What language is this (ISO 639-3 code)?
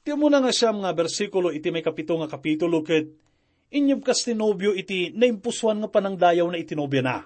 ilo